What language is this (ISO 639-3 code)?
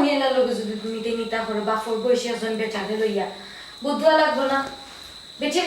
syl